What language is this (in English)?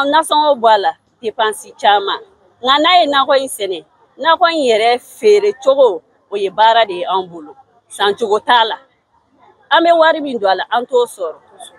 Bambara